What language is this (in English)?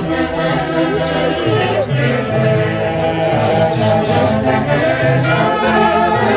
Spanish